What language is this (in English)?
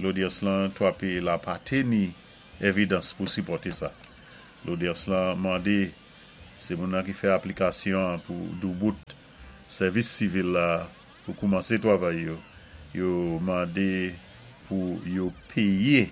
Saint Lucian Creole French